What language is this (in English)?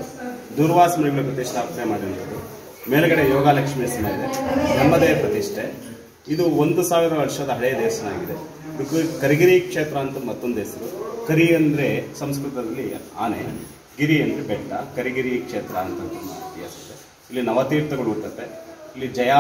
Kannada